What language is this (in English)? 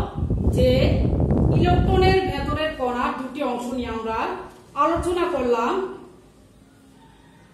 Bangla